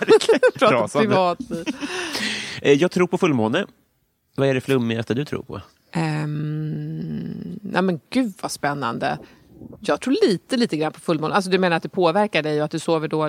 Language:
Swedish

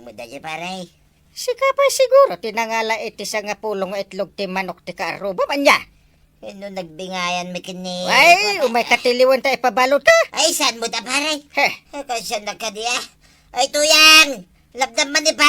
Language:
Iloko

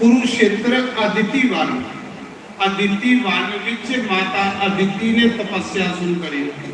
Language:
Dogri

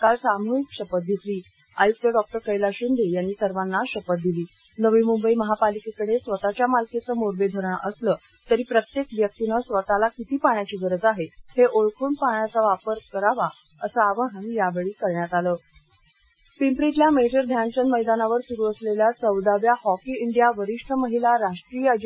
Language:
Marathi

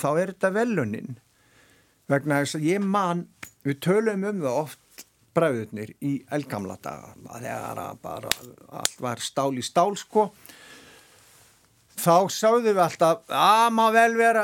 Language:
Icelandic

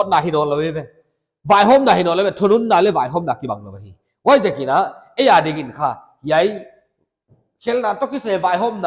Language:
Paite Chin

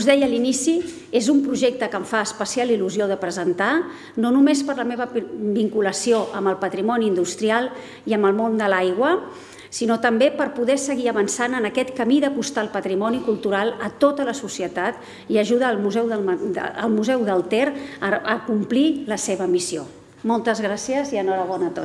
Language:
Catalan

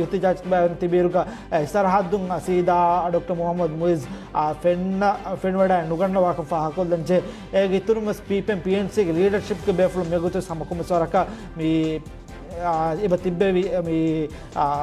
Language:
Divehi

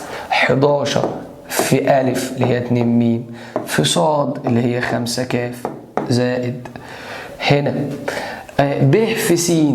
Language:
Egyptian Arabic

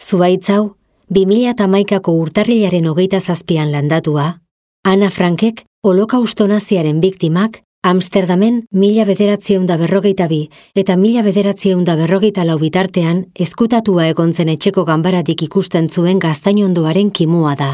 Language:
Basque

